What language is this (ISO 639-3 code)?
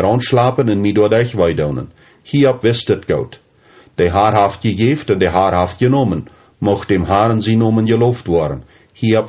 pdt